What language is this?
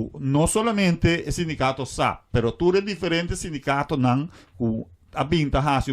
Papiamento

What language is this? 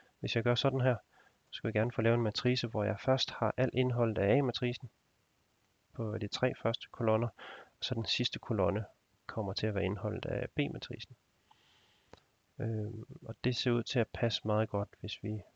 Danish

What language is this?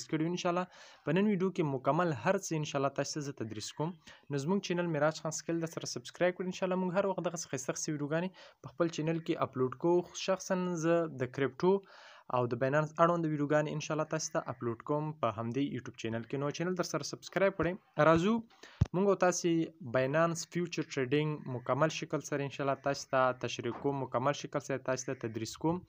Pashto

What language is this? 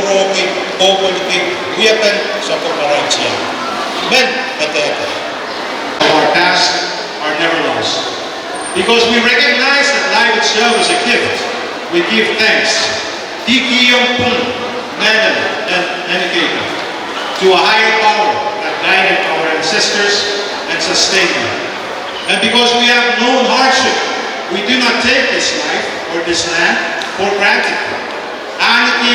Pohnpeian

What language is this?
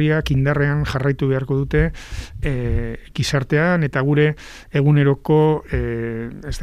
Basque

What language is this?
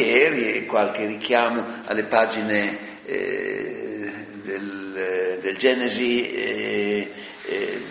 Italian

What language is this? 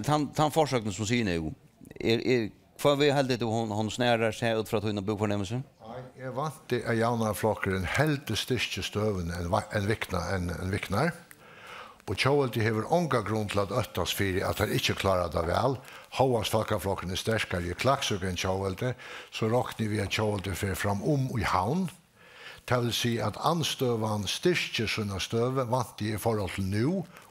Faroese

